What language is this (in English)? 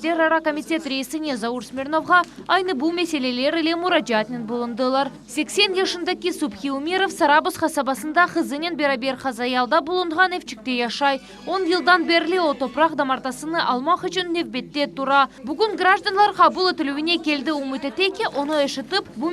Crimean Tatar